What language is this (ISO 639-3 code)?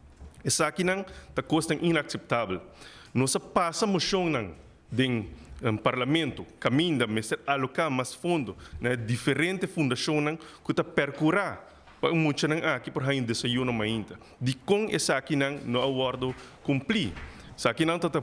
pap